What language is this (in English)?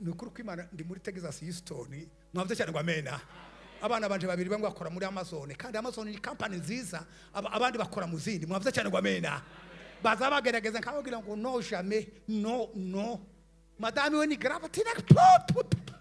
Rundi